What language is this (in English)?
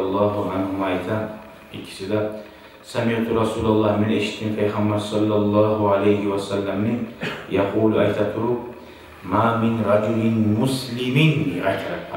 Kumyk